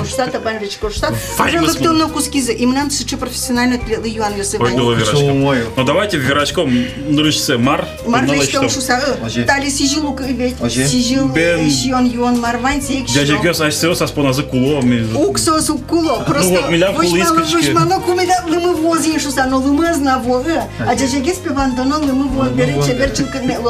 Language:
Udmurt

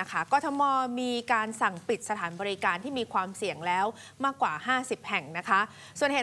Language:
Thai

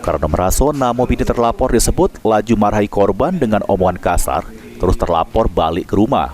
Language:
Musi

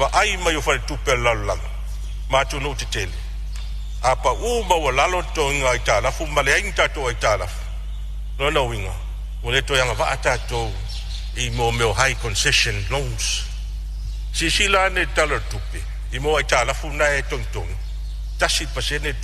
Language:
Samoan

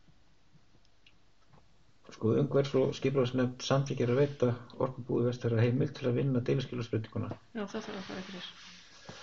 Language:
Icelandic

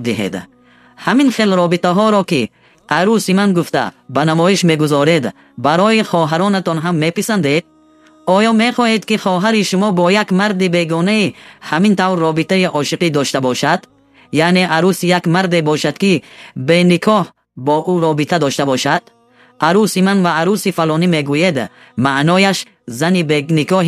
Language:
Tajik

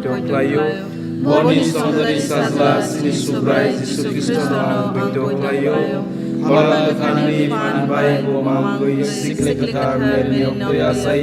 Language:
Kok Borok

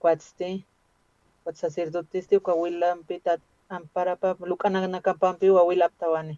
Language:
Aymara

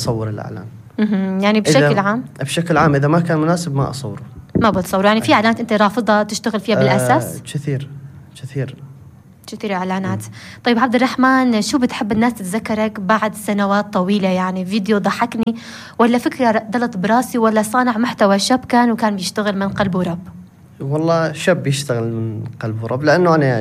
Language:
North Levantine Arabic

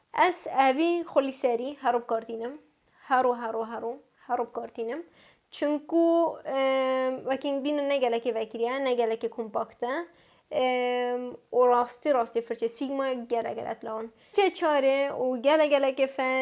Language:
Kurdish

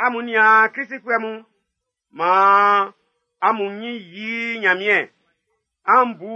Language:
Baoulé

